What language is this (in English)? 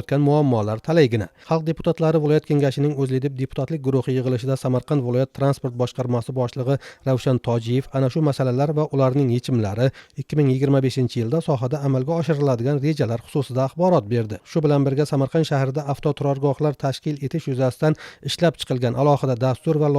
Uzbek